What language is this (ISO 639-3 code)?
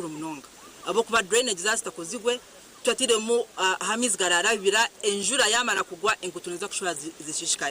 nyn